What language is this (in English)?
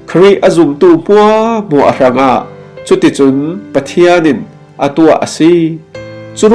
Falam Chin